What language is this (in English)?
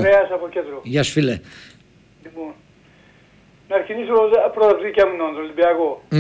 Greek